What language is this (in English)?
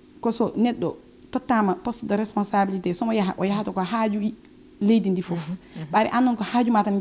Fula